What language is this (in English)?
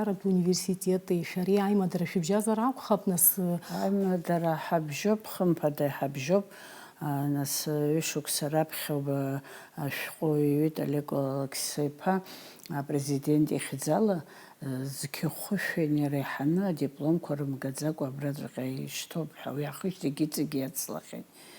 Abkhazian